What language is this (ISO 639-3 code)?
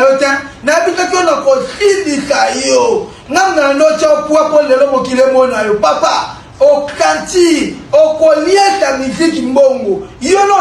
lin